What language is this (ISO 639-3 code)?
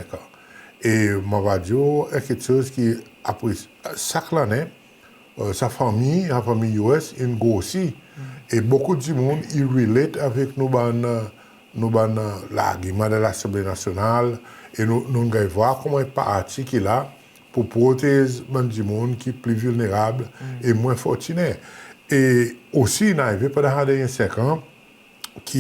crs